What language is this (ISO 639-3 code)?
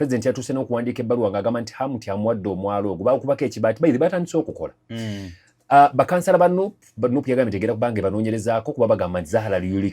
lug